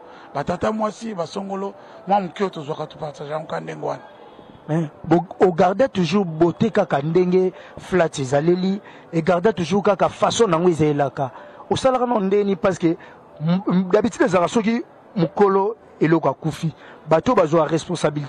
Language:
Lingala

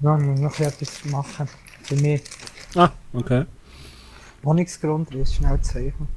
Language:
Swiss German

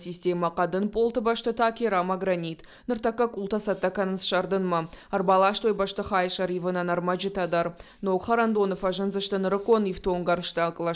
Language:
Ossetic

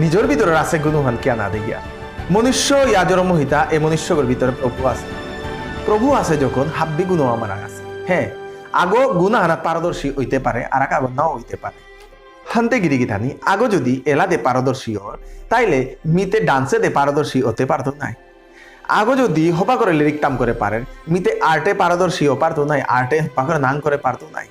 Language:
Bishnupriya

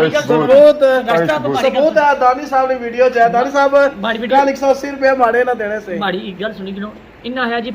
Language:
Pahari-Potwari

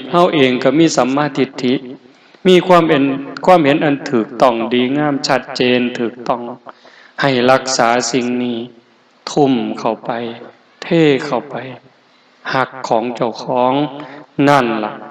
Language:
Northeastern Thai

